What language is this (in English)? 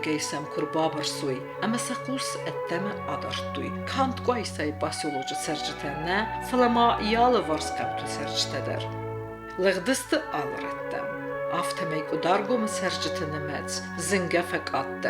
Ossetic